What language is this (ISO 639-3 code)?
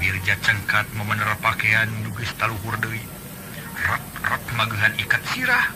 sun